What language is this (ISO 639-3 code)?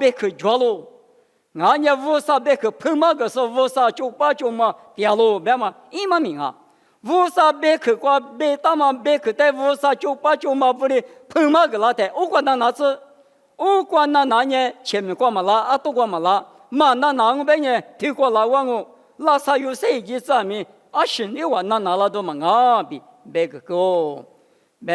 lis